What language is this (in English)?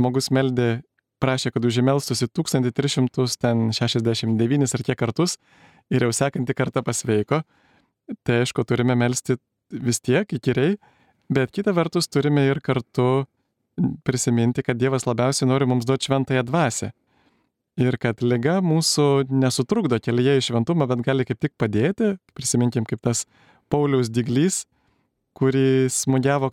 Lithuanian